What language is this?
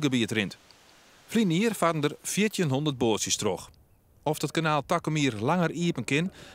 Western Frisian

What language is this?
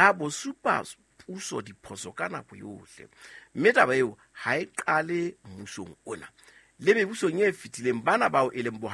Southern Sotho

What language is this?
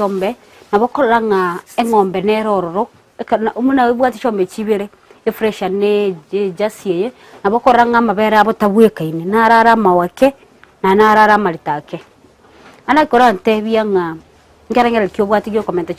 Gusii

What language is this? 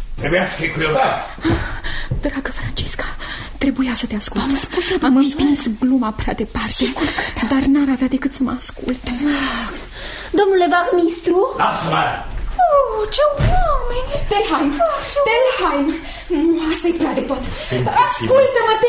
Romanian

